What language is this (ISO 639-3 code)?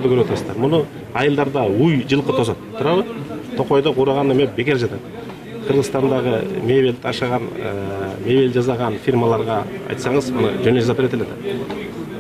kir